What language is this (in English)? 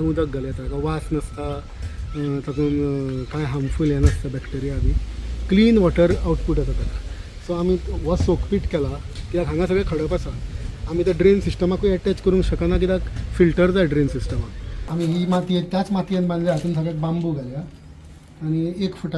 Konkani